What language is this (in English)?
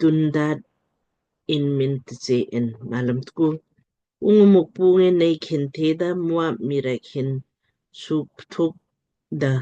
Lamkang